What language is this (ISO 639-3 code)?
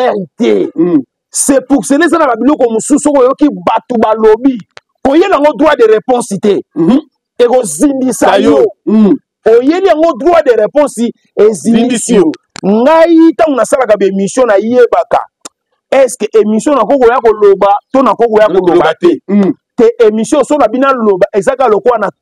lin